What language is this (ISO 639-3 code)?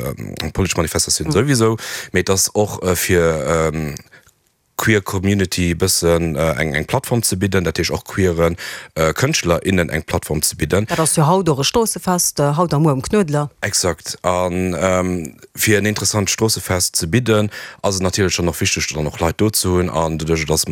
ltz